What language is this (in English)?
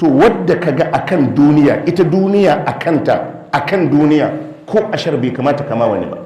Hausa